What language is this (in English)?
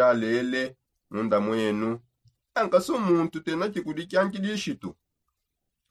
Songe